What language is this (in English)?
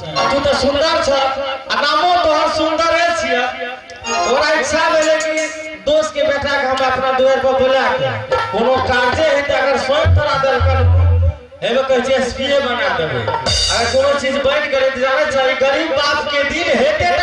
Maithili